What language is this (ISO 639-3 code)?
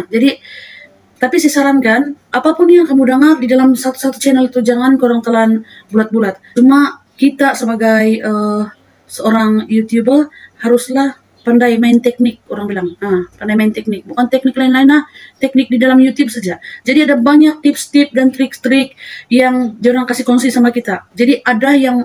msa